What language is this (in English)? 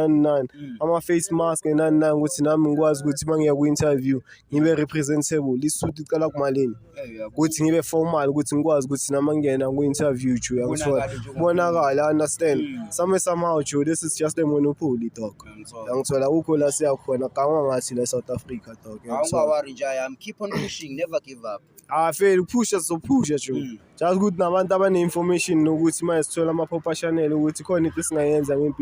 Zulu